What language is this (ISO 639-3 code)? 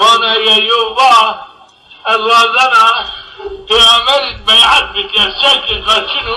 zza